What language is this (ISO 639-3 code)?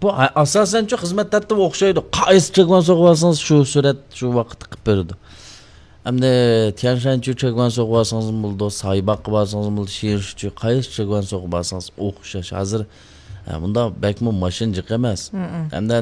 uig